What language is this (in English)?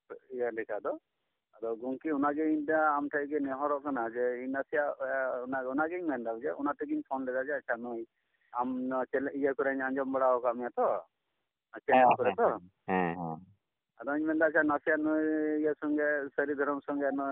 Santali